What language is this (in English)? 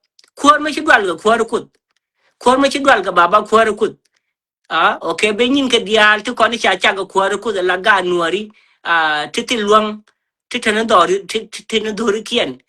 Nuer